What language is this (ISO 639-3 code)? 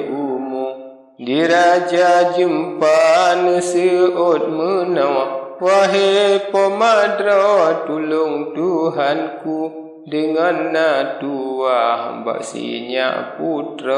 ace